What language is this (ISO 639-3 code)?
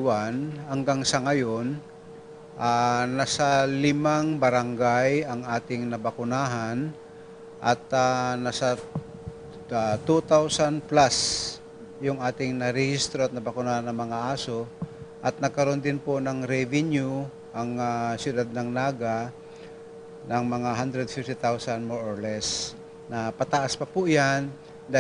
bik